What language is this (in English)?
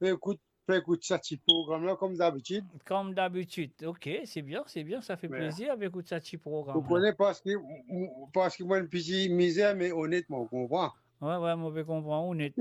Morisyen